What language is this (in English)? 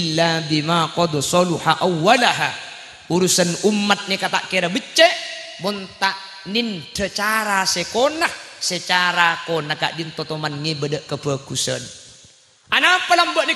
Madurese